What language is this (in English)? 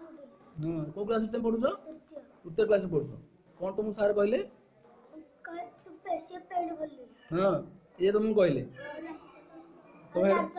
Odia